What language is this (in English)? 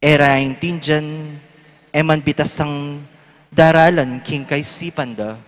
Pampanga